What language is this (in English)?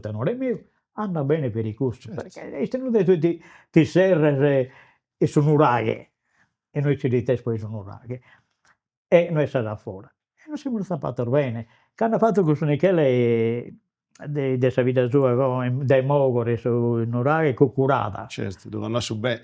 Sardinian